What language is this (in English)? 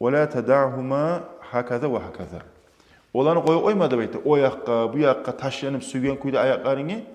Kumyk